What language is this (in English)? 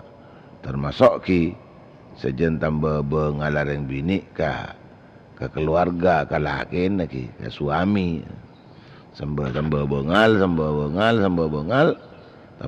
Madurese